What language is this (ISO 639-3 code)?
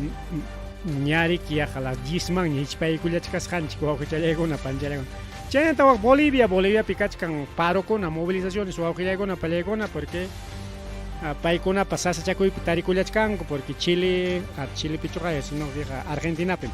quy